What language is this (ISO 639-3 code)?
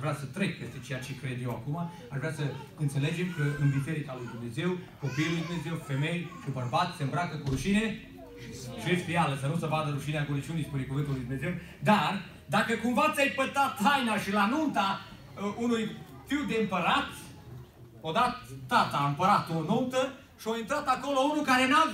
ron